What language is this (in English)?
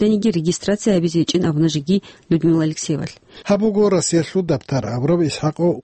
Avaric